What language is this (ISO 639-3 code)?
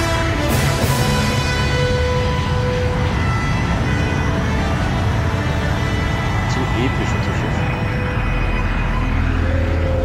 deu